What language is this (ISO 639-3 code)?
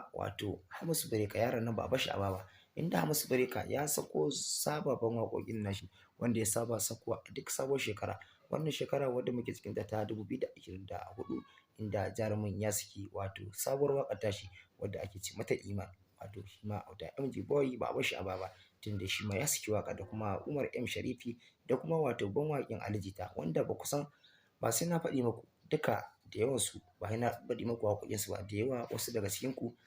hau